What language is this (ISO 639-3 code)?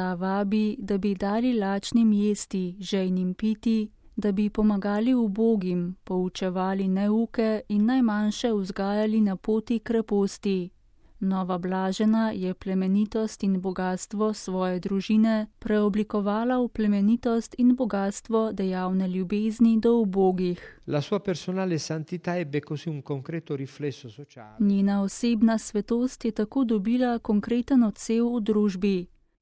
slv